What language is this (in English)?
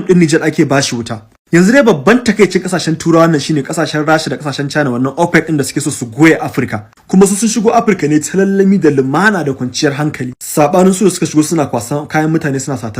Hausa